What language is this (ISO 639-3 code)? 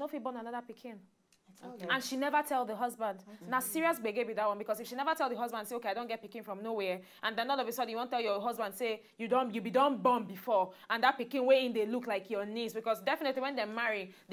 pcm